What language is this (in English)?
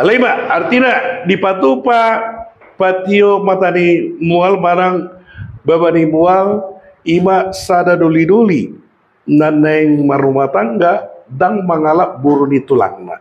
Batak Toba